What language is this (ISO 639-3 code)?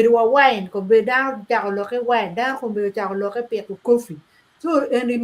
ach